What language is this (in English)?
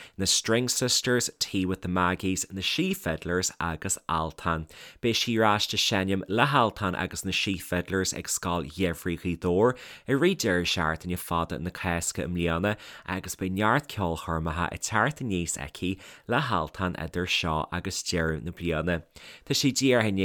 Irish